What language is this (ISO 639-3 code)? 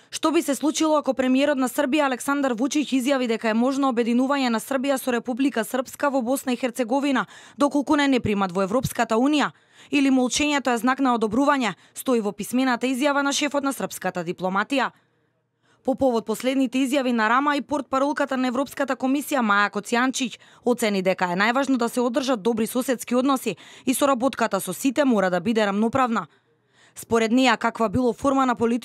mkd